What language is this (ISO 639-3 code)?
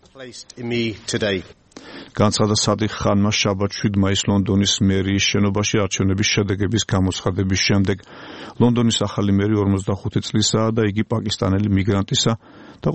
kat